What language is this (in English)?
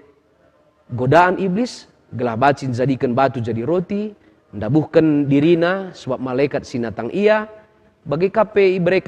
Batak Karo